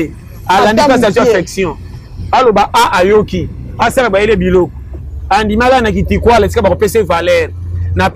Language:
Lingala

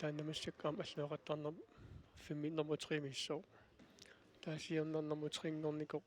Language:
Kalaallisut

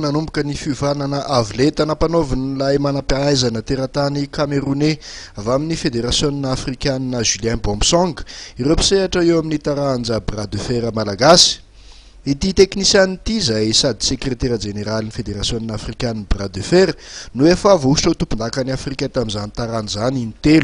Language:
Malagasy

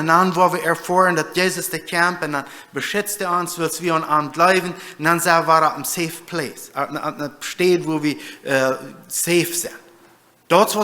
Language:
Plautdietsch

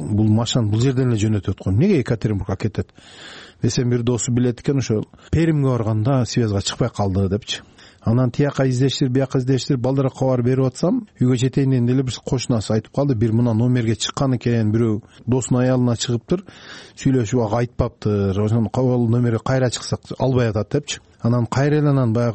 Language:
Kyrgyz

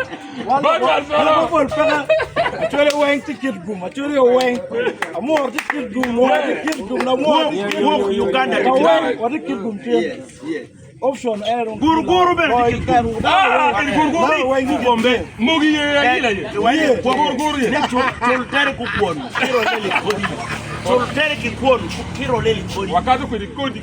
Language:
Acoli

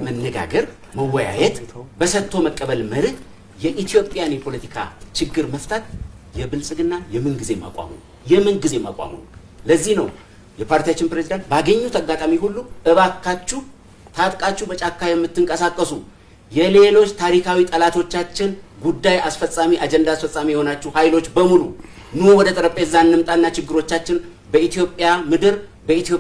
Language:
Amharic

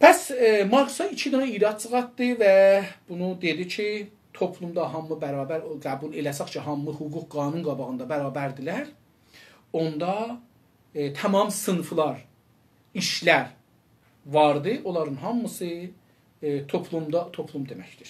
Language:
South Azerbaijani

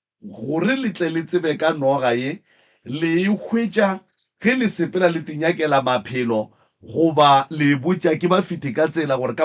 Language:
Northern Sotho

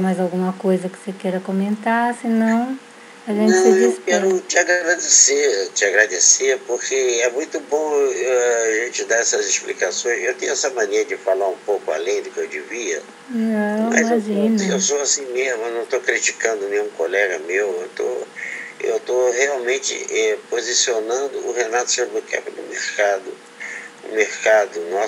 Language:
Portuguese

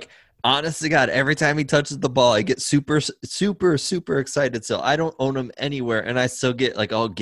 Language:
English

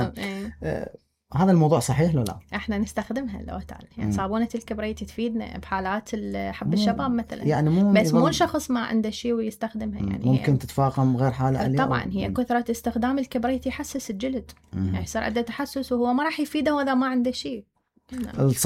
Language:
Mesopotamian Arabic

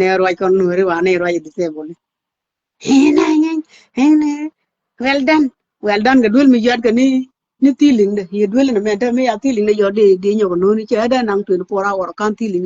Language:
Nuer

